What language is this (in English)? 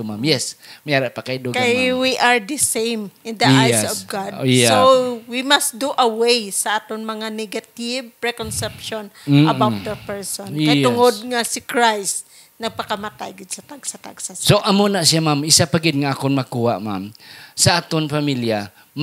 Hiligaynon